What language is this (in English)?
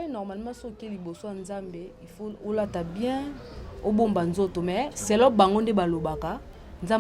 Lingala